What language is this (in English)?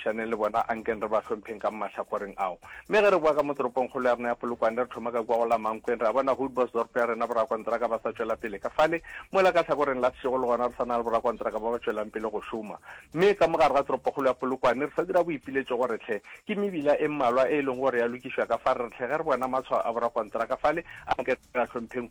Northern Sotho